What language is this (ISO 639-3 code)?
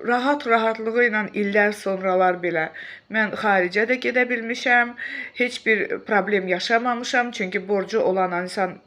aze